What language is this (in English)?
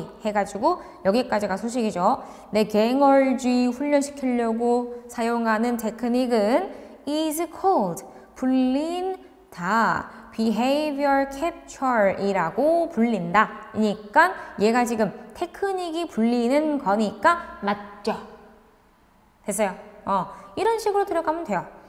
Korean